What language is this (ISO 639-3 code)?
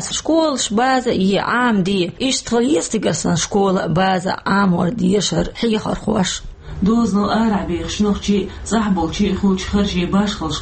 che